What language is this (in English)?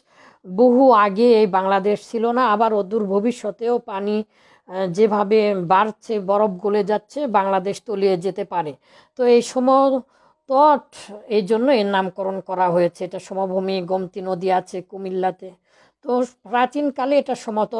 Bangla